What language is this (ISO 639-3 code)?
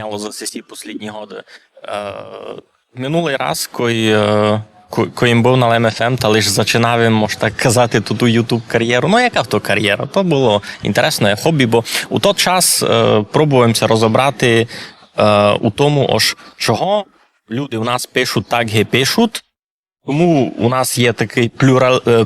rue